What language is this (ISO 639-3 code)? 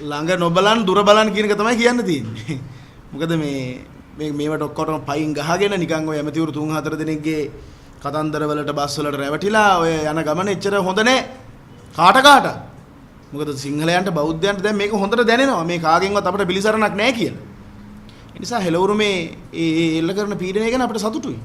sin